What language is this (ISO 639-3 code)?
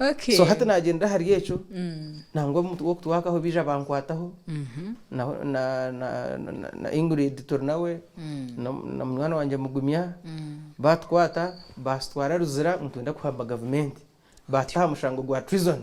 nyn